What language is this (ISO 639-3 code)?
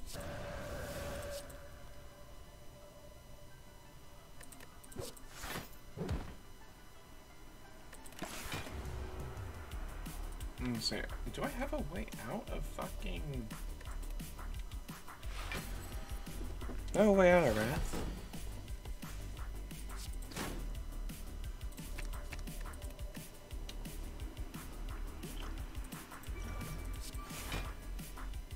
eng